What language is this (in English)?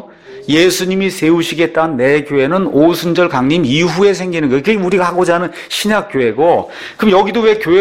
Korean